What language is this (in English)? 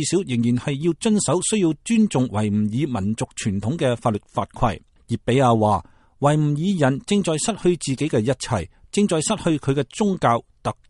Cantonese